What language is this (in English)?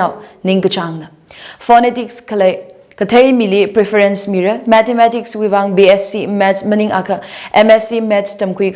Tangkhul Naga (India)